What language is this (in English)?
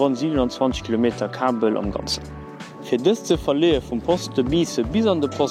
Luxembourgish